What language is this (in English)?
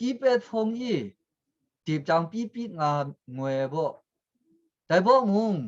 Kachin